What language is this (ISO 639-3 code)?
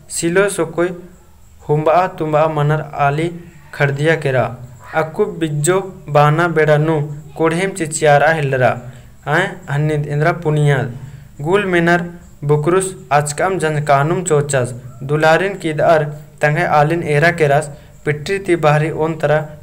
kru